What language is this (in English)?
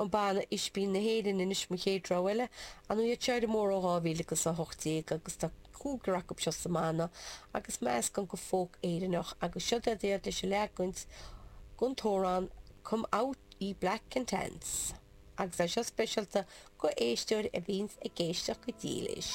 Irish